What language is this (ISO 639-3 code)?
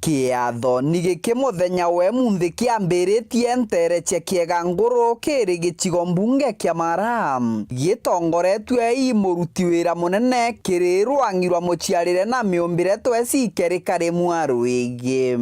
mer